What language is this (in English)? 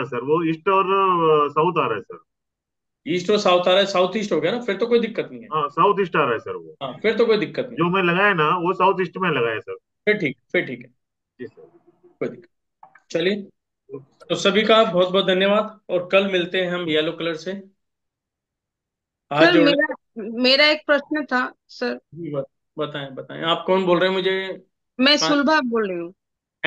Hindi